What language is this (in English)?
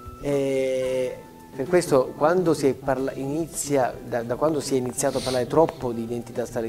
Italian